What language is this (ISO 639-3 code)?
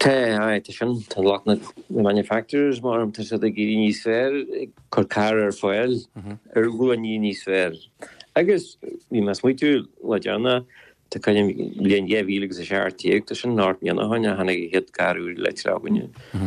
gle